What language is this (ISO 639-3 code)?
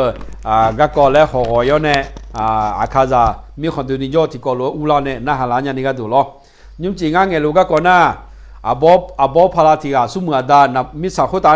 ahk